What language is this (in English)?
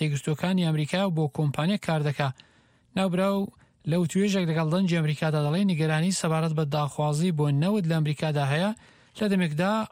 Central Kurdish